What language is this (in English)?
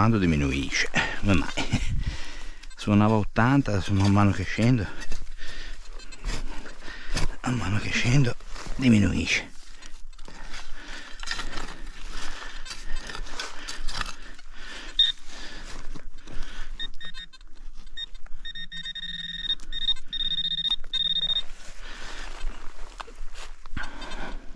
Italian